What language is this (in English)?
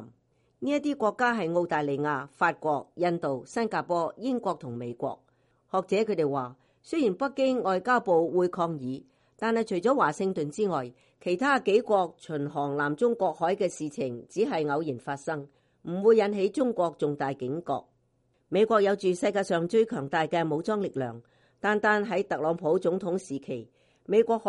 Cantonese